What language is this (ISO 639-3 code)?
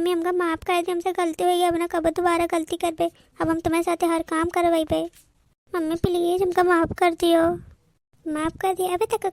awa